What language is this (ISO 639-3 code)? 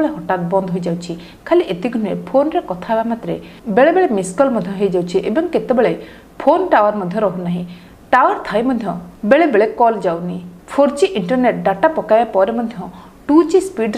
ori